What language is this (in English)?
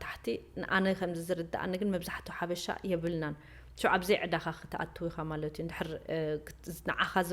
Tigrinya